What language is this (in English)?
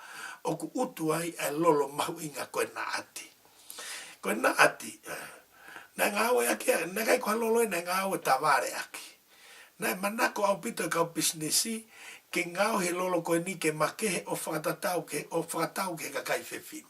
Tongan